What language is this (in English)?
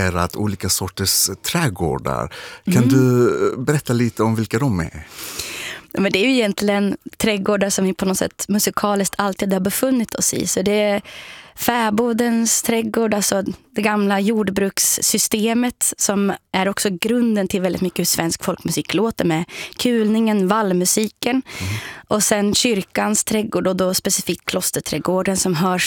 Swedish